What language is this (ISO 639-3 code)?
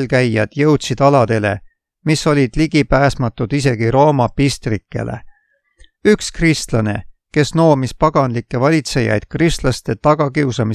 est